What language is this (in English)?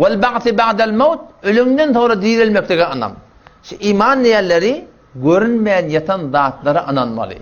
Turkmen